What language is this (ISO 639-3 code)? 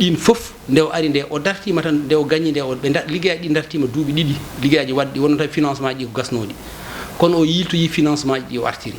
ful